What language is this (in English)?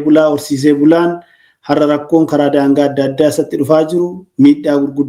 Oromo